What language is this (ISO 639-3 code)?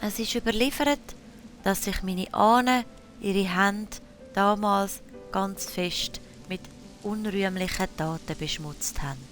gsw